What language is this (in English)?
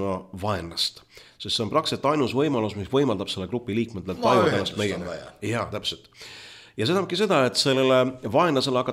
Estonian